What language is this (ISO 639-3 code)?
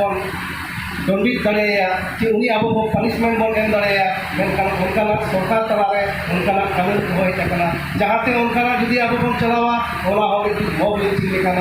sat